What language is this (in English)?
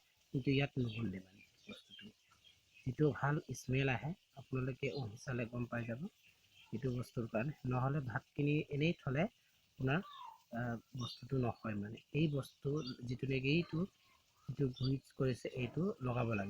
Assamese